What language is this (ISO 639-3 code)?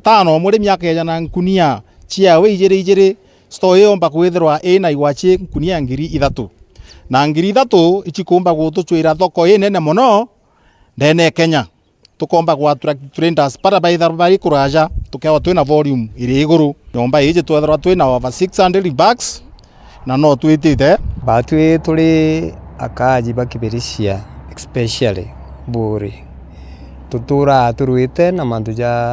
mer